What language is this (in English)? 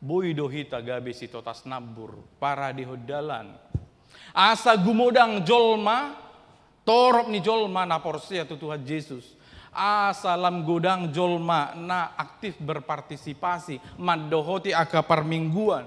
Batak Toba